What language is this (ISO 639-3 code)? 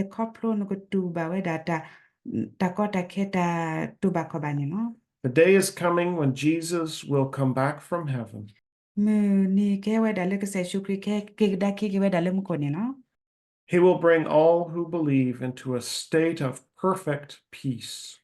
ksw